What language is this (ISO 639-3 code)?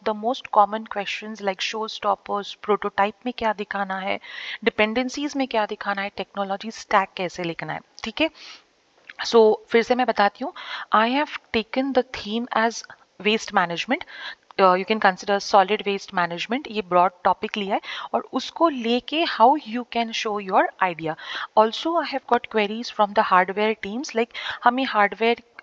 hin